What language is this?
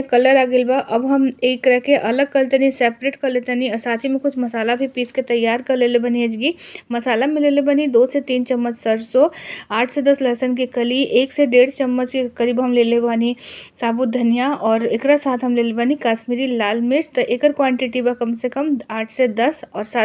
Bhojpuri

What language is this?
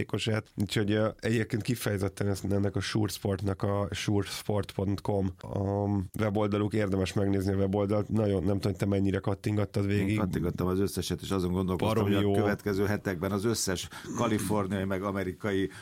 Hungarian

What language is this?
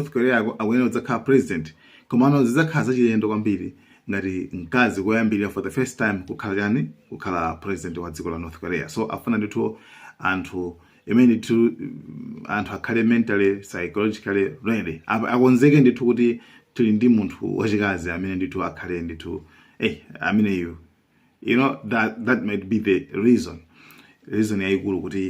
Nyanja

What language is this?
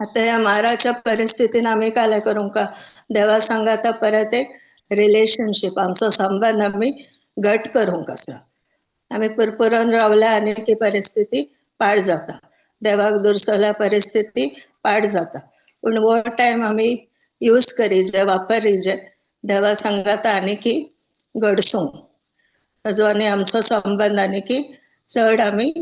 Konkani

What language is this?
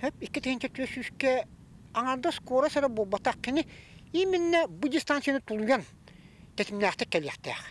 Yakut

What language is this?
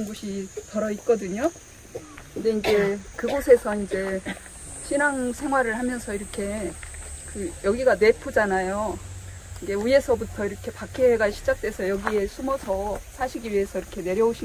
Korean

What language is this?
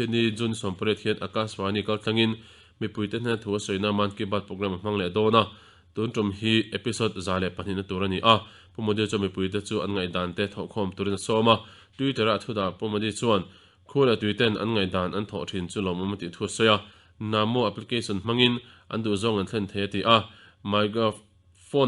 Mizo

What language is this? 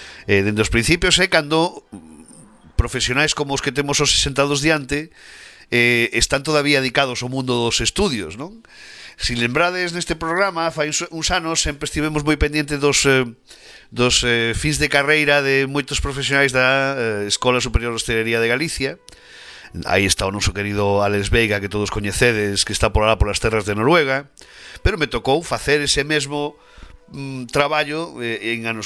Galician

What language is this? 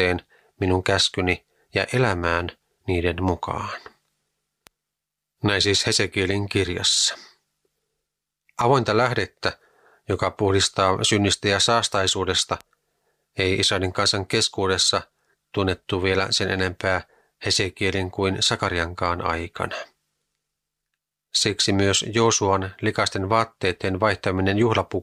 Finnish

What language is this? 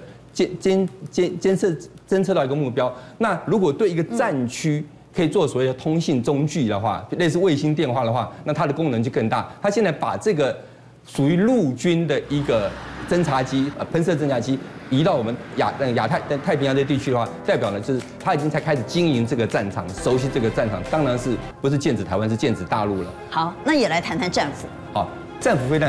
Chinese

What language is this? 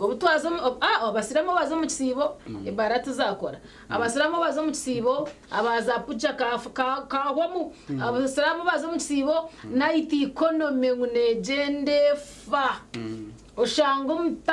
Nyankole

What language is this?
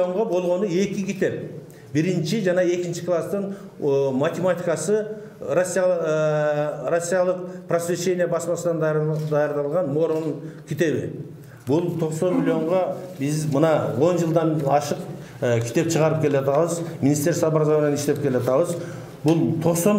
Kyrgyz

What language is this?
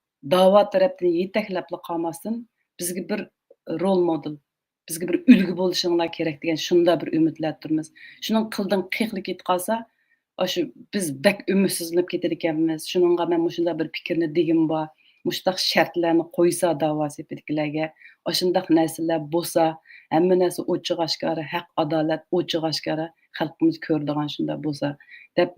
Uyghur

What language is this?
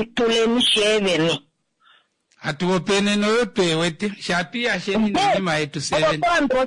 Kuanyama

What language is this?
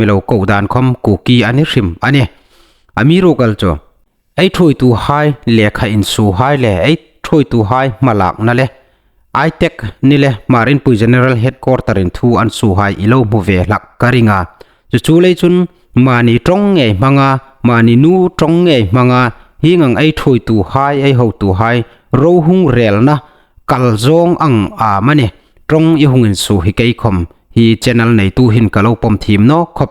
Hmar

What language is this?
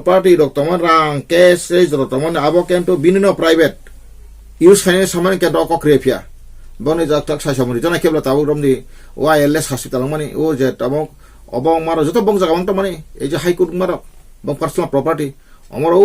Kok Borok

